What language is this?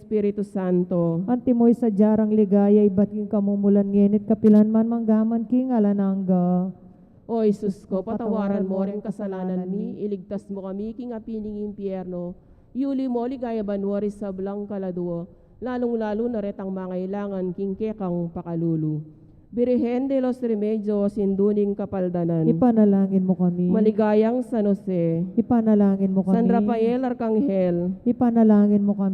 Pampanga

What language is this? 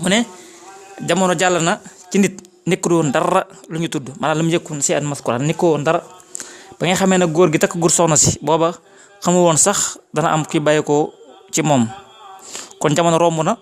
Wolof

